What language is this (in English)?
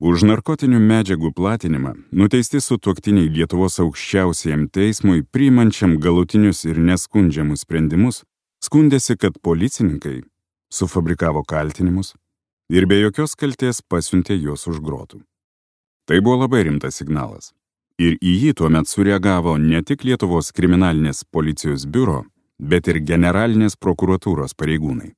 Lithuanian